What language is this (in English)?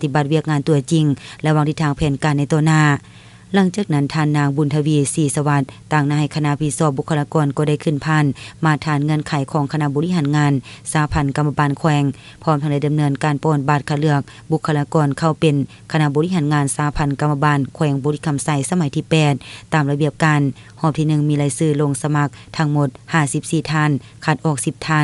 Lao